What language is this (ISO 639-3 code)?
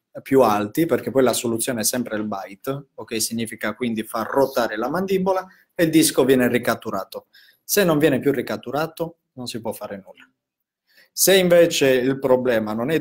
ita